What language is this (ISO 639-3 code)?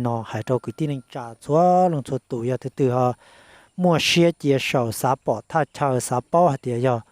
hmn